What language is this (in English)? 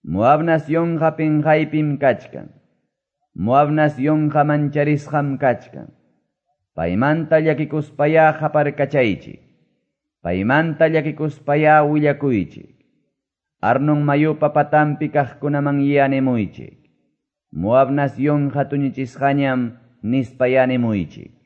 Quechua